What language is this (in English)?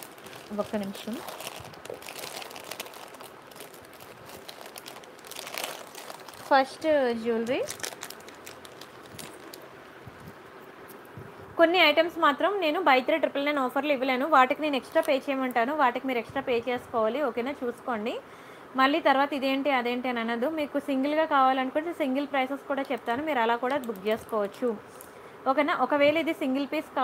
Telugu